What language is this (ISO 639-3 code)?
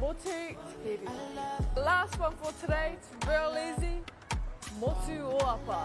mri